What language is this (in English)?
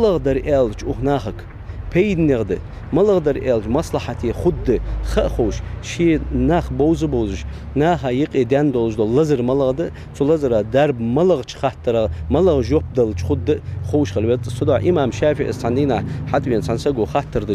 Ingush